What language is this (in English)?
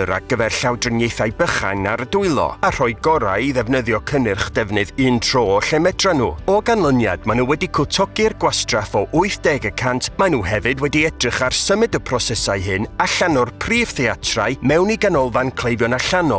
Welsh